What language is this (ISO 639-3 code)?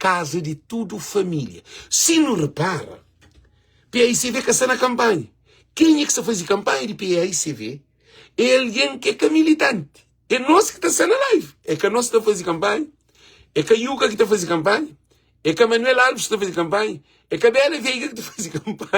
kea